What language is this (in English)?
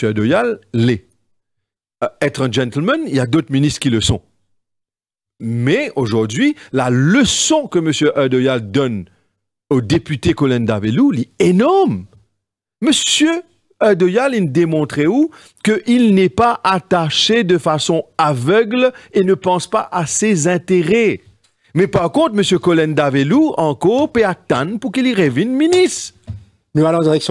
French